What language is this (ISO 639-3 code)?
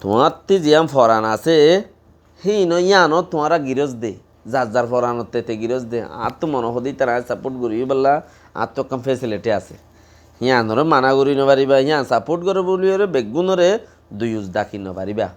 rhg